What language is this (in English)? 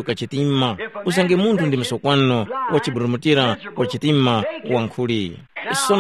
Tumbuka